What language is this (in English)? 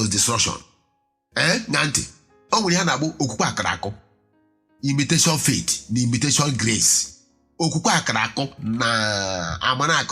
Igbo